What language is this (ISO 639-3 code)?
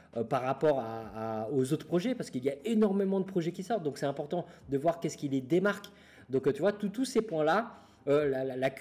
fra